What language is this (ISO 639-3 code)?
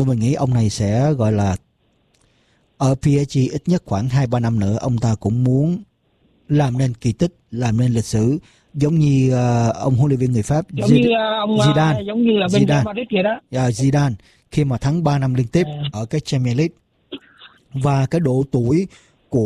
vie